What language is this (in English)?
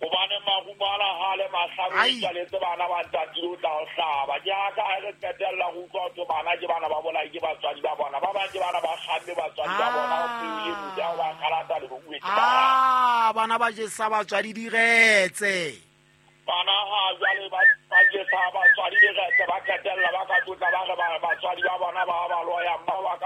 Southern Sotho